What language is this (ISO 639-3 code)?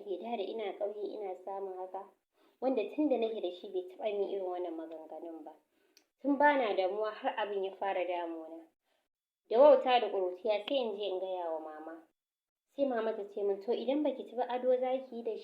hau